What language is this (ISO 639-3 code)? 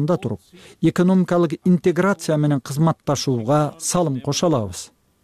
kir